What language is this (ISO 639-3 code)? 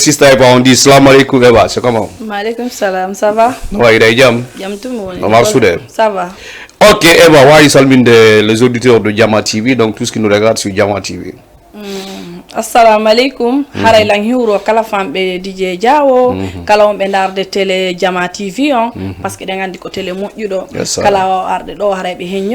ful